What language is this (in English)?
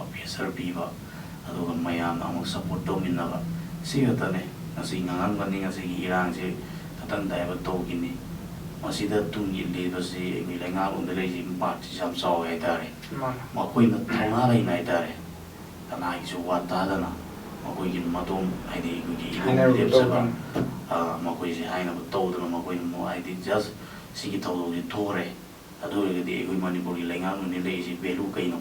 Manipuri